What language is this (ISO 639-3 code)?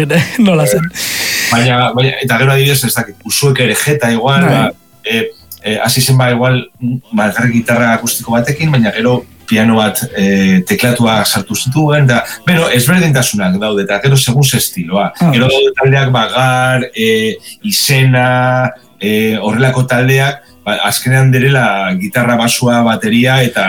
eus